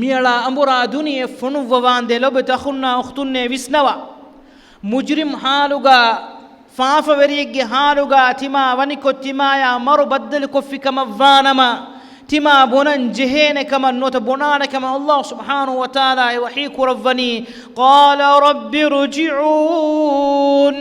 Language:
Divehi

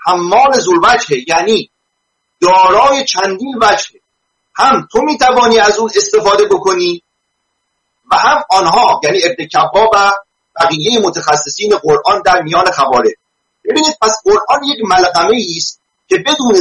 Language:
Persian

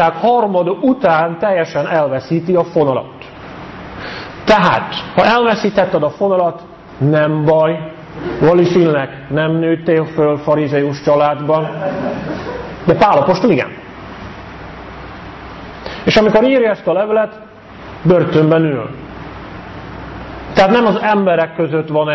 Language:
Hungarian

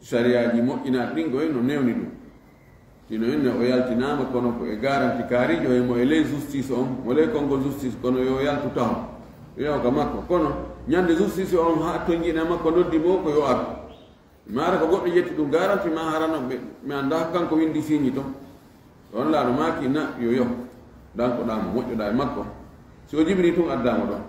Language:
Fula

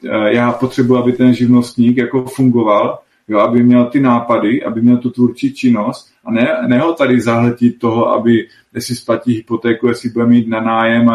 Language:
Czech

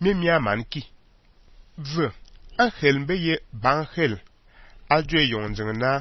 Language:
Fang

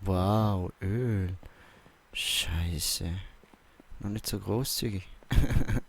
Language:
Swiss German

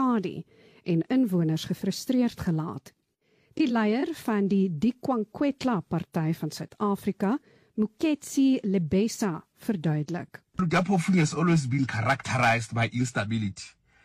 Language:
Afrikaans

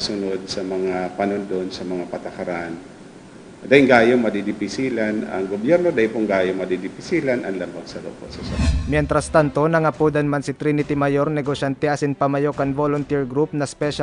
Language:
Bikol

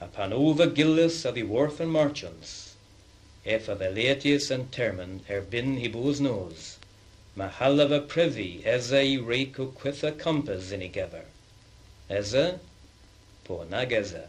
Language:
Cornish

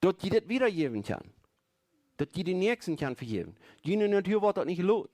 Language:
Plautdietsch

